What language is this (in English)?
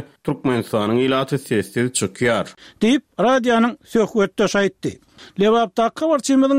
Turkmen